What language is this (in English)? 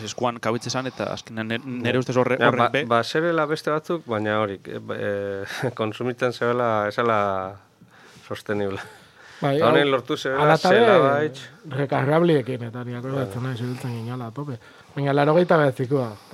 Basque